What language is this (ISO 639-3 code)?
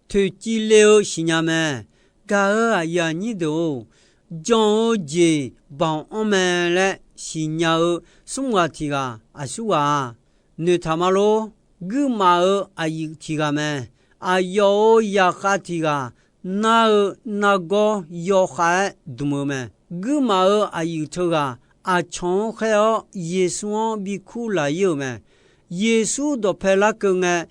ahk